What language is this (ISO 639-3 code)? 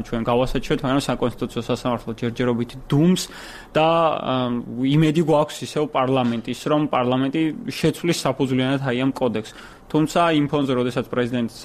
kat